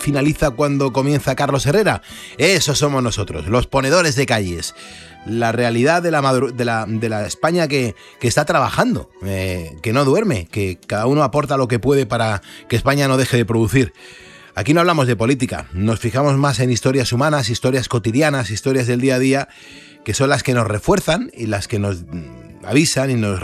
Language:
Spanish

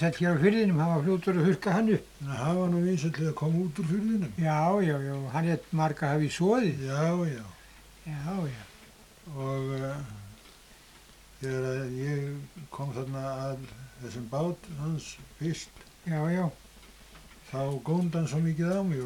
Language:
Icelandic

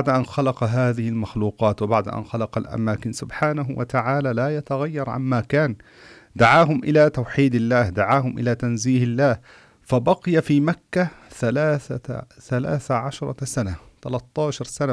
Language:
Arabic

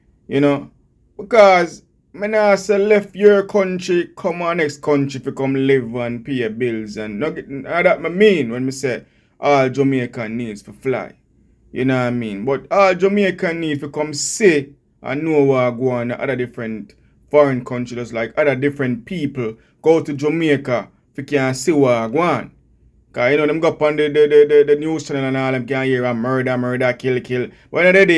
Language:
Jamaican Creole English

